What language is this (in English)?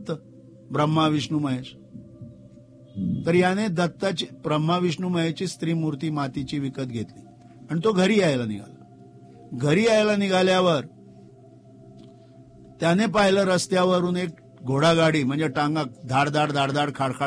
Marathi